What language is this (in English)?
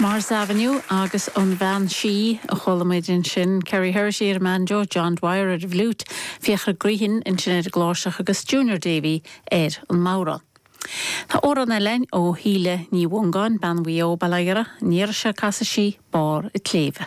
Irish